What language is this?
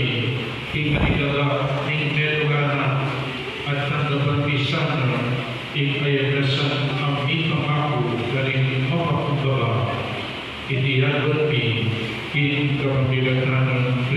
Pampanga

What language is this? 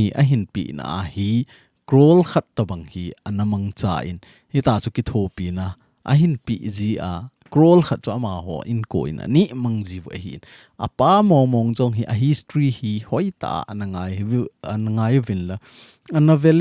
Thado Chin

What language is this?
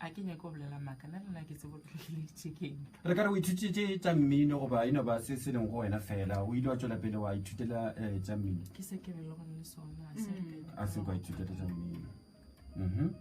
Northern Sotho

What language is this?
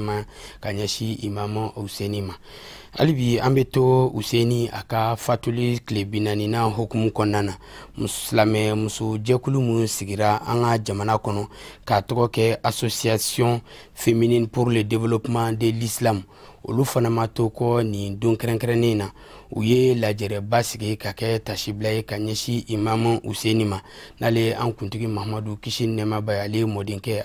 Bambara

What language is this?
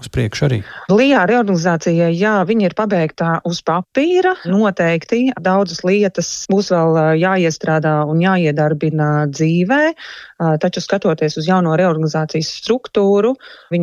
Latvian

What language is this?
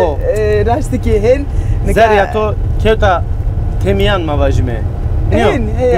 Zaza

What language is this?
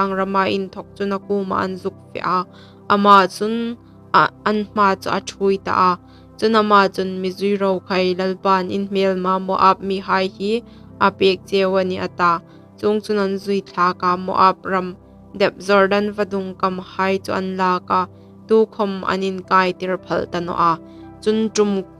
Hmar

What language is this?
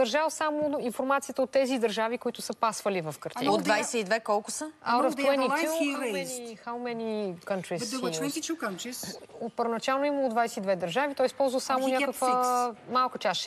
Bulgarian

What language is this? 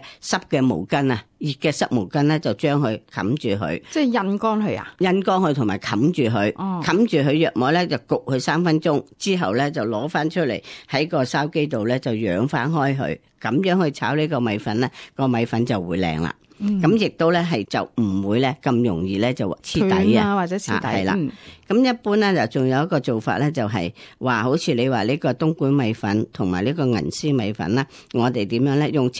Cantonese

